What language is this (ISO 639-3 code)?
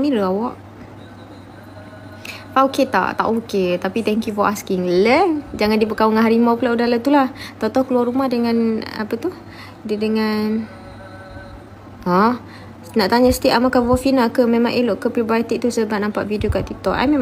msa